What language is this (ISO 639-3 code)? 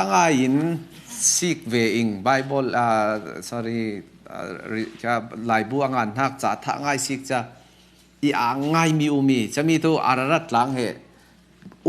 cfm